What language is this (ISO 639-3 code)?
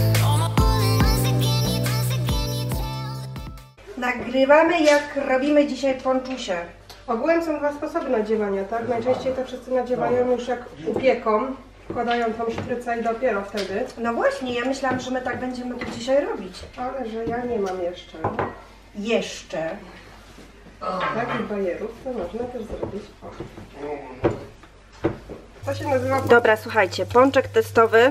pol